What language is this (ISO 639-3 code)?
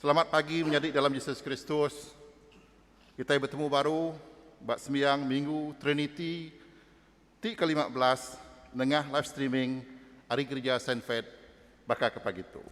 iba